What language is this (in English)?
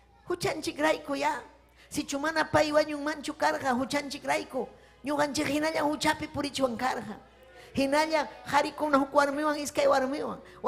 Ayacucho Quechua